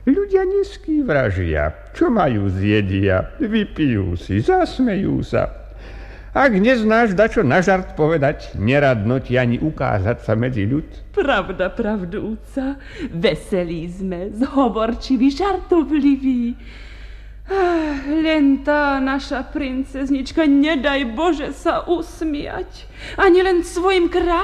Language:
Slovak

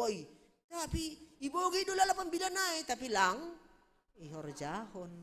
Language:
Batak Simalungun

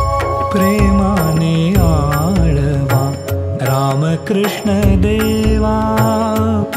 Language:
Marathi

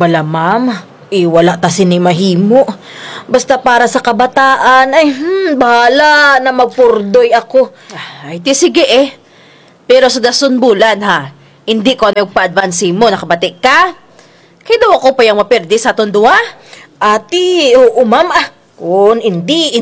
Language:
Kinaray-a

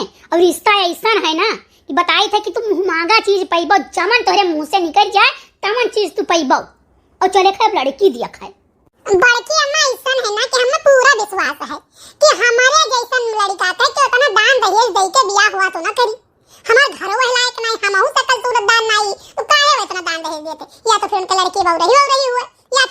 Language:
Awadhi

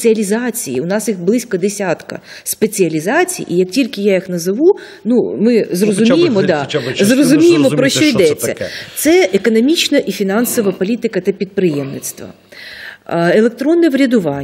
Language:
Ukrainian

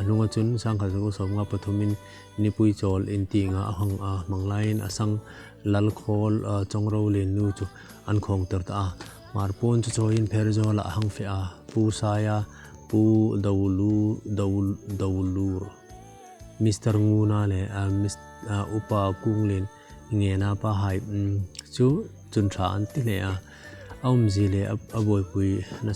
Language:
Hmar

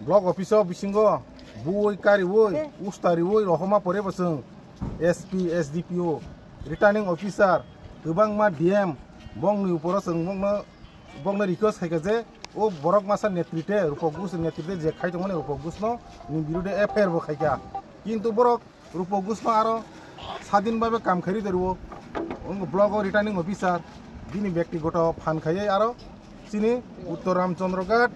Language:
Kok Borok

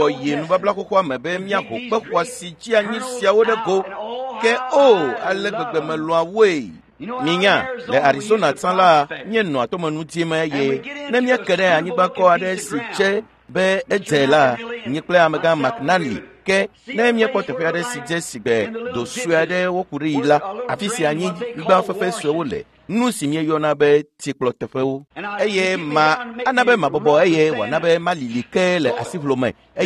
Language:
Ewe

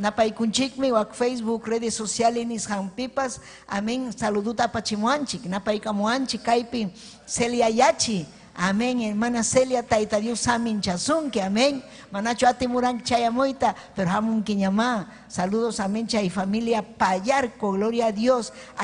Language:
Ayacucho Quechua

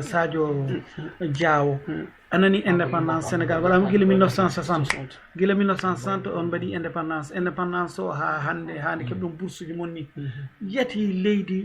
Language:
Fula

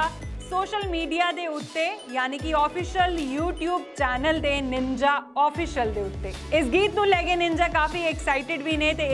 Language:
Punjabi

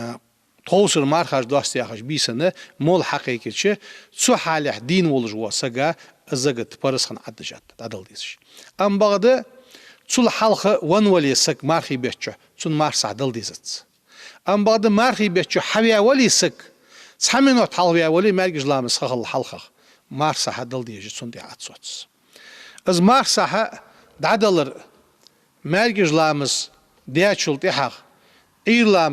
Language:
Ingush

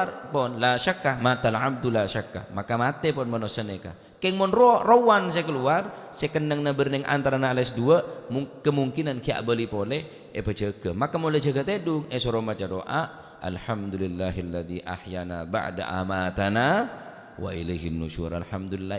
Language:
Madurese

